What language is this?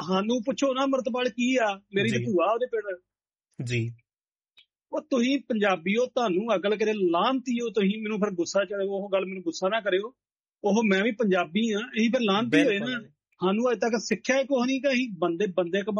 Punjabi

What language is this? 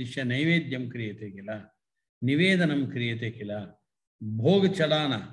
Sanskrit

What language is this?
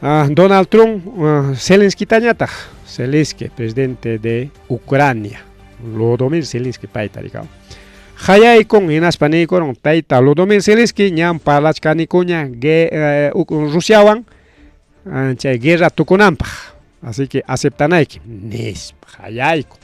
Ayacucho Quechua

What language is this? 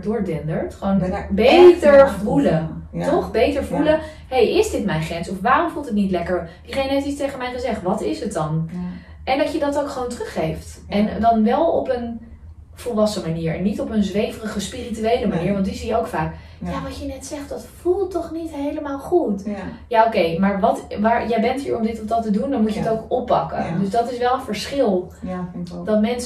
Dutch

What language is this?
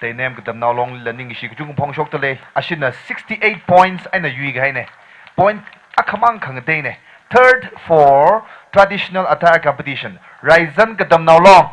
Tangkhul Naga (India)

